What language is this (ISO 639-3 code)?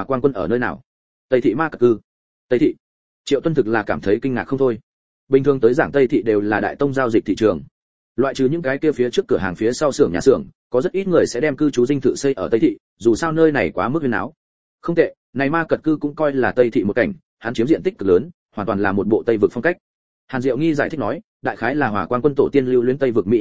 vie